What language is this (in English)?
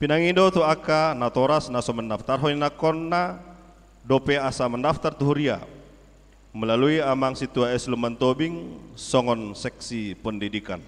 Batak Toba